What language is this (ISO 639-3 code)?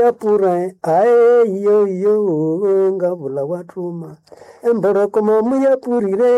nnb